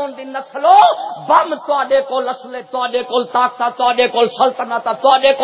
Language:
Saraiki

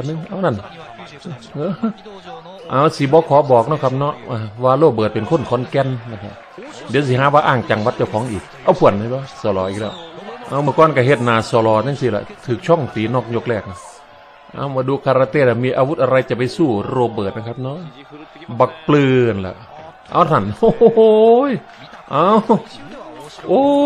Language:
Thai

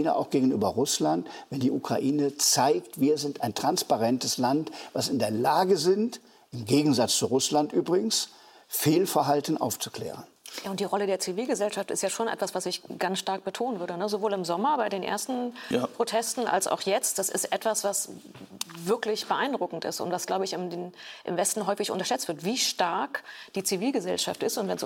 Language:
German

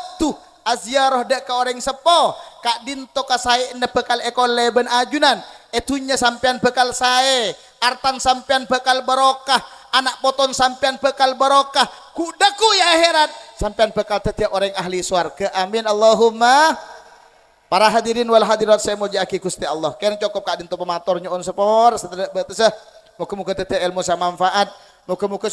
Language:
Madurese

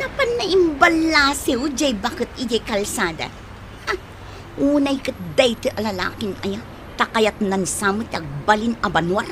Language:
Iloko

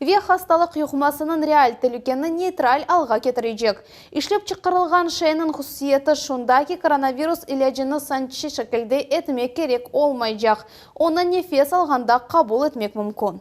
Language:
Crimean Tatar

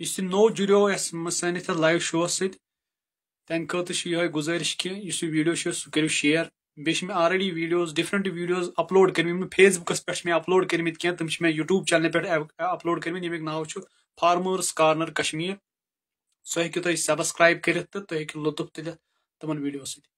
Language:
Kashmiri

